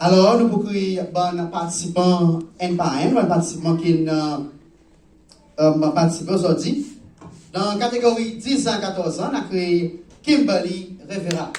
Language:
Seselwa Creole French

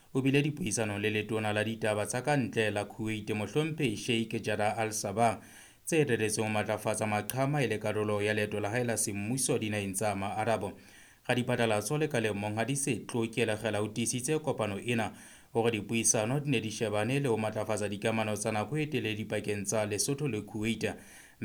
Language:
Southern Sotho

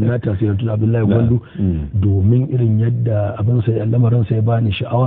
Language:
Hausa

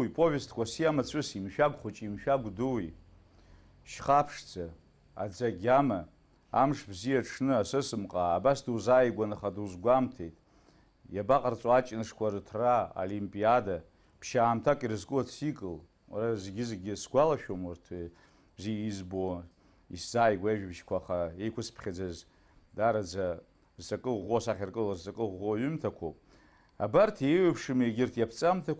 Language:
Abkhazian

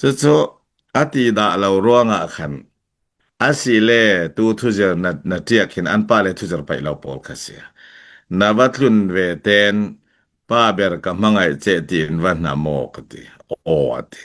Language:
Falam Chin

